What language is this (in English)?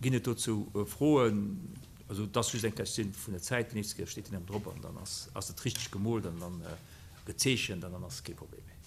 Luxembourgish